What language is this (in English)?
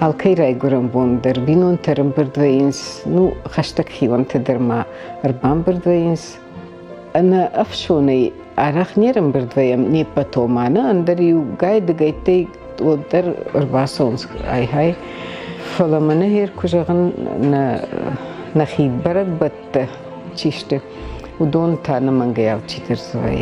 Ossetic